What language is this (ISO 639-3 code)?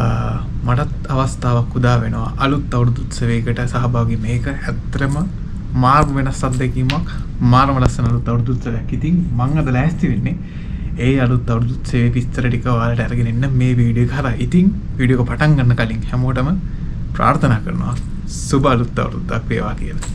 sin